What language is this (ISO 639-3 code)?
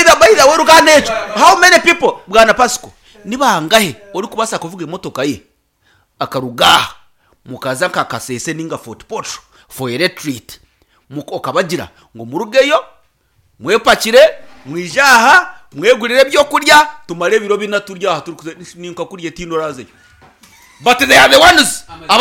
nyn